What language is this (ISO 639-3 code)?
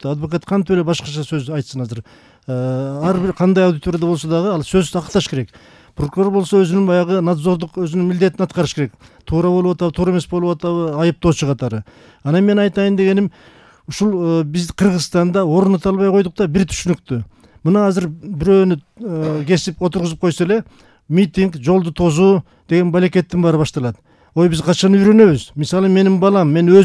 kir